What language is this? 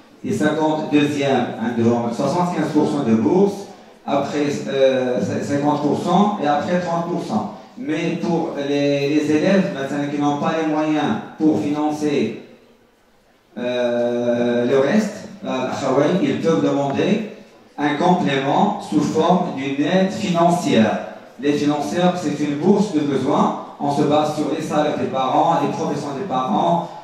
French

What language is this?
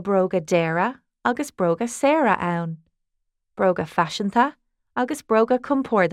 Irish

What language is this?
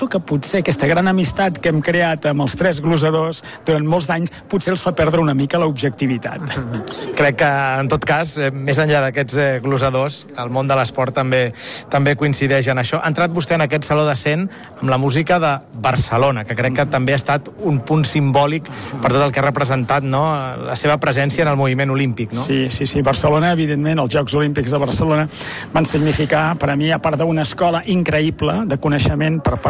Catalan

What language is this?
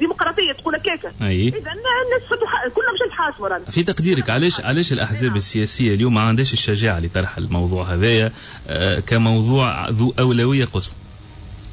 Tunisian Arabic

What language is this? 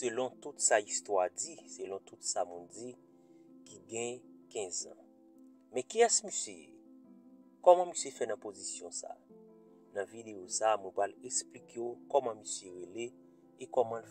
Haitian Creole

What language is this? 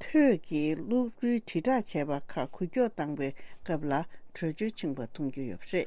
Tibetan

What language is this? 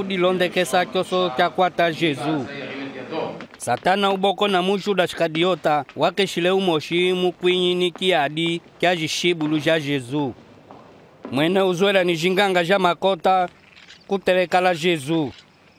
Kimbundu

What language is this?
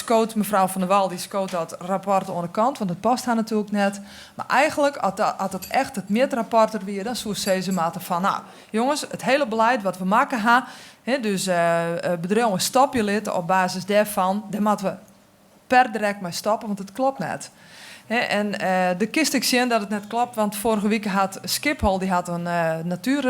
Western Frisian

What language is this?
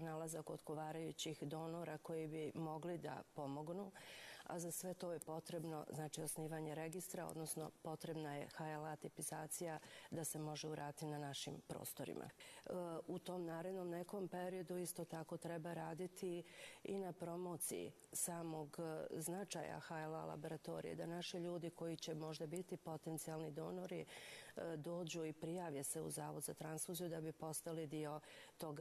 Bosnian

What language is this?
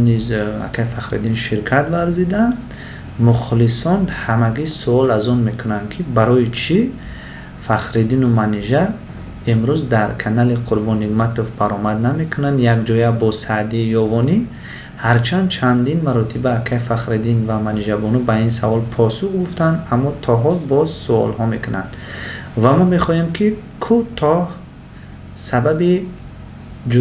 Tajik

